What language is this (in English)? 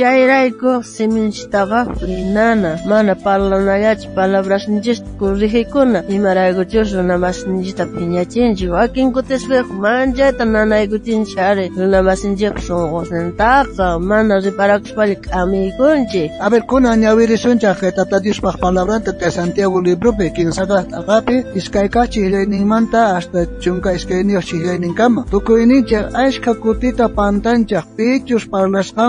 South Bolivian Quechua